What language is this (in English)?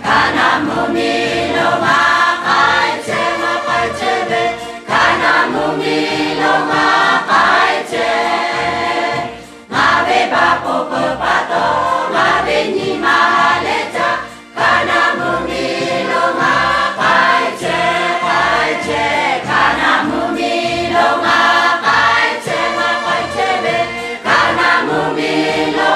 Lahu